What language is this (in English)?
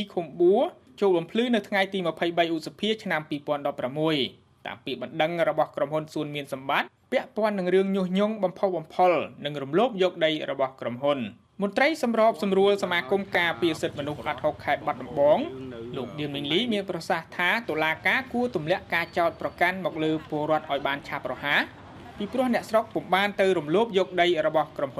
Khmer